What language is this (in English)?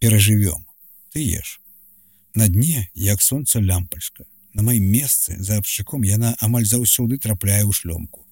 Belarusian